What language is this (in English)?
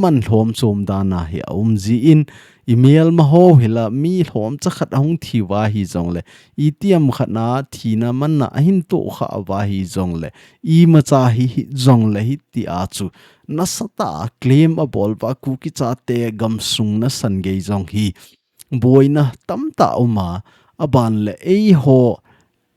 Thado Chin